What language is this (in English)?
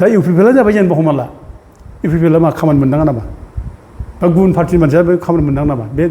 Bodo